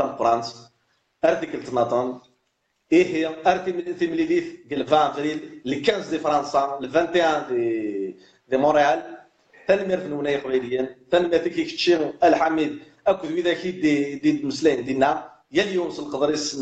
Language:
Kabyle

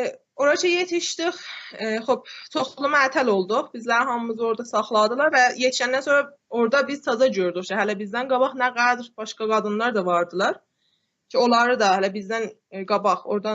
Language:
South Azerbaijani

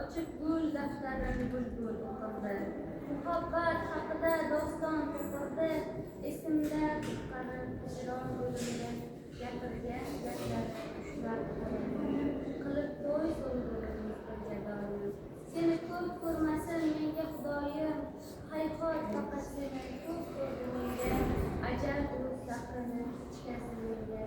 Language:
Uzbek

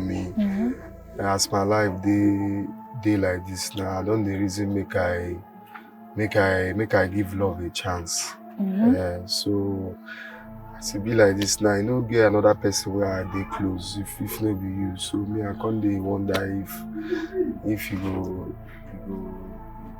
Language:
Nigerian Pidgin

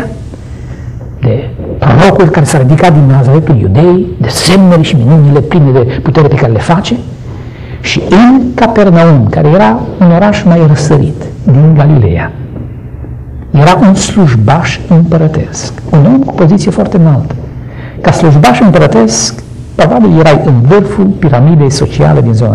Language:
Romanian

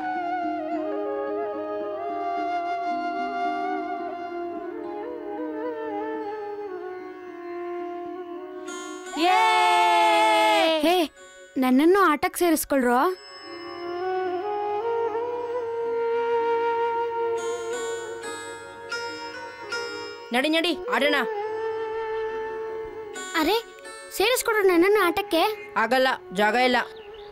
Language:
Kannada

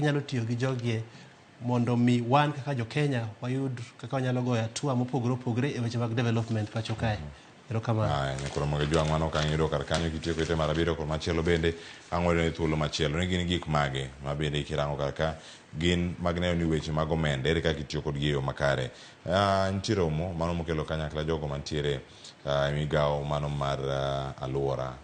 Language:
Luo (Kenya and Tanzania)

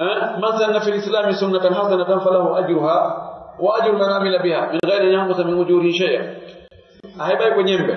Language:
Fula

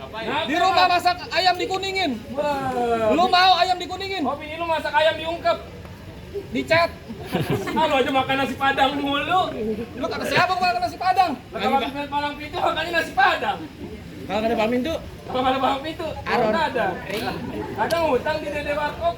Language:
Betawi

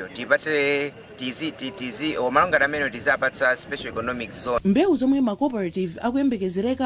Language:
Nyanja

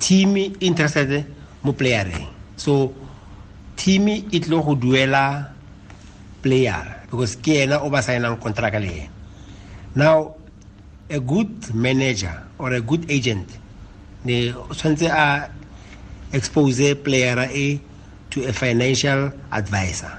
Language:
Tswana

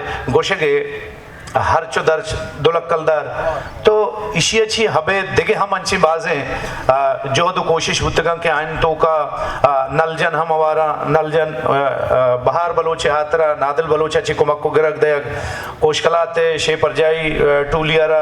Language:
Eastern Balochi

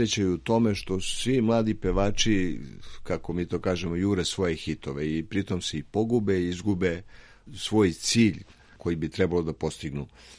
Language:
Serbian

